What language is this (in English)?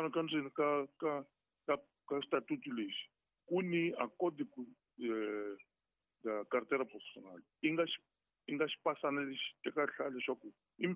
Tsonga